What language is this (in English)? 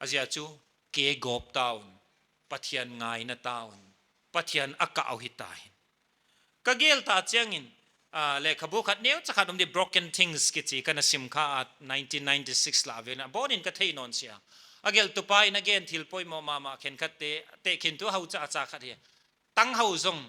Paite Chin